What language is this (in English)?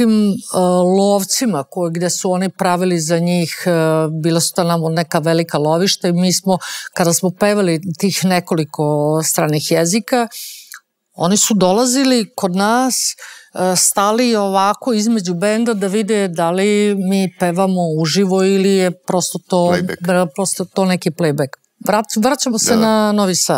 Serbian